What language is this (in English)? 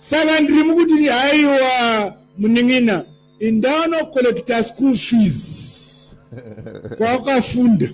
Shona